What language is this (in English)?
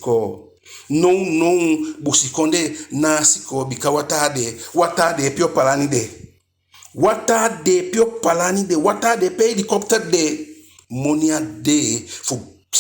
Eastern Maroon Creole